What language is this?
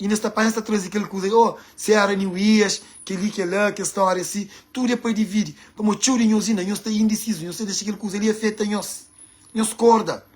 Kabuverdianu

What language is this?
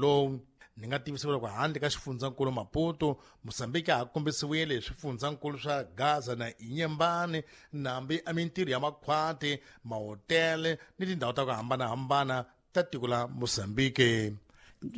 Tsonga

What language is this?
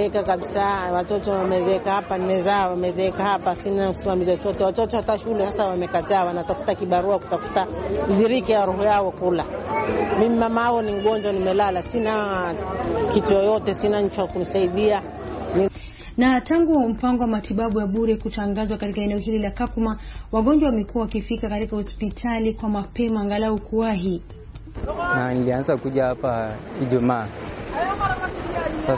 Swahili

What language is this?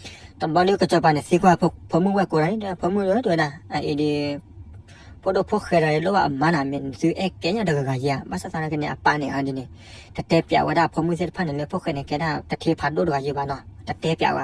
S'gaw Karen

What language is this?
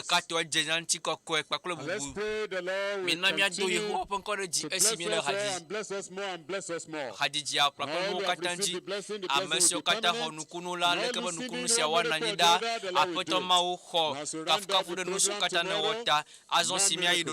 Ewe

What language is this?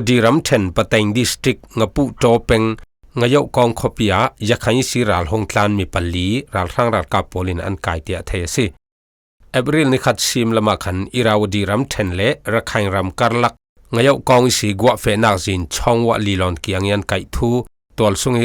Falam Chin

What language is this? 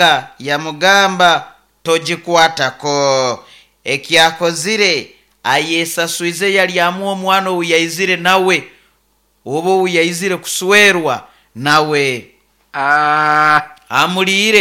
Nyoro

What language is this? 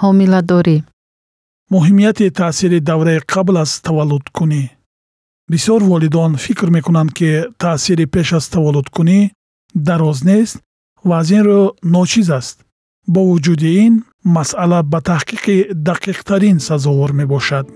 Tajik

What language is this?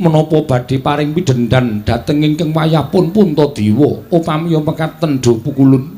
Javanese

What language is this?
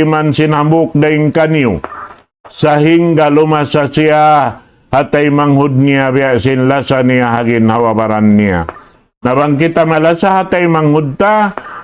Tausug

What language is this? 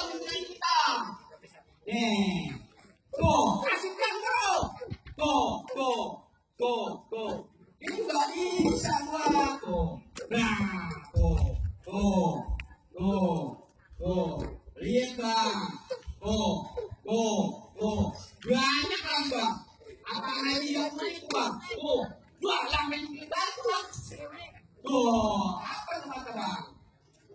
Betawi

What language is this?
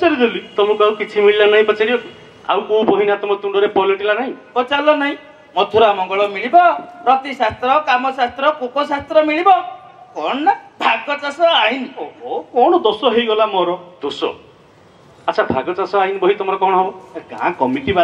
Odia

